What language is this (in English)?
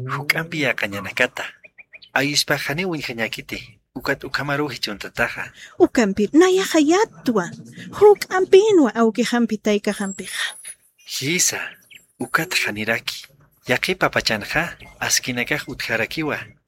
Aymara